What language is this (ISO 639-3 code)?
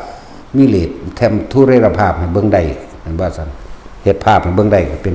tts